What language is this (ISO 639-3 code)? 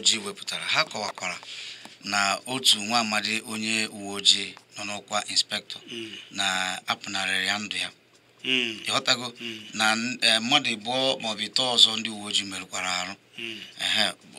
ibo